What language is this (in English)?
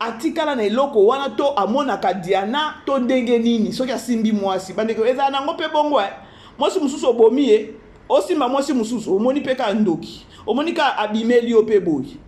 Lingala